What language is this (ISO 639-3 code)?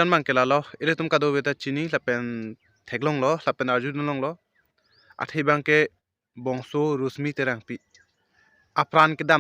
mjw